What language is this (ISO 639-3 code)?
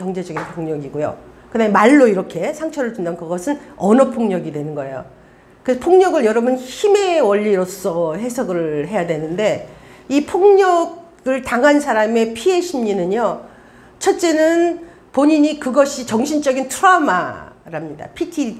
kor